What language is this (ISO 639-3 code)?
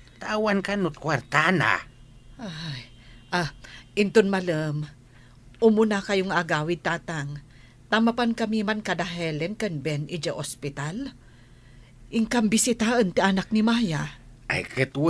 ilo